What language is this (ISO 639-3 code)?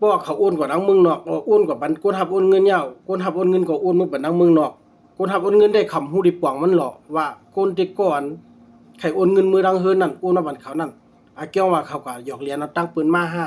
shn